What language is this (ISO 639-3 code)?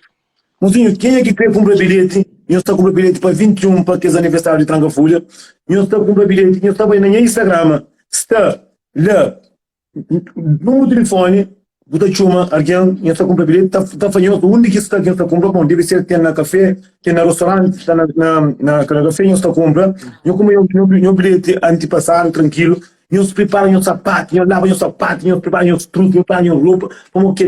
kea